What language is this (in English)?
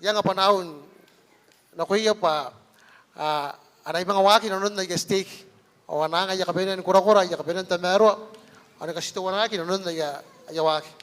Gilbertese